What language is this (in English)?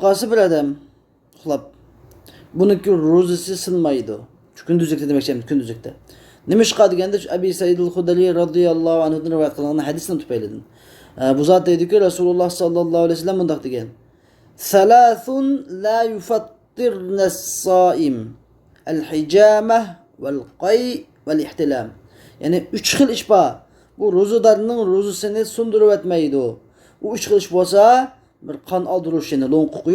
Uyghur